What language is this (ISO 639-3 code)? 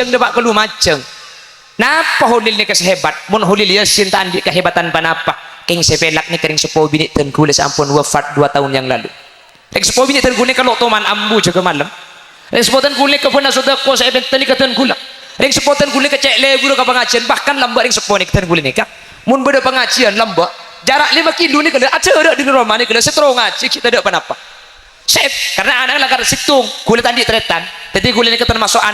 mad